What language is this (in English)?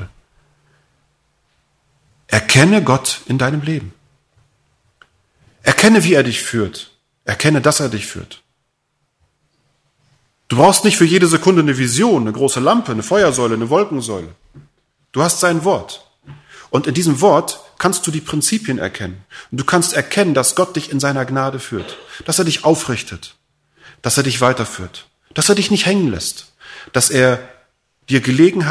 German